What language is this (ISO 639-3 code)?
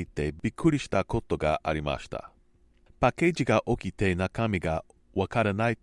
jpn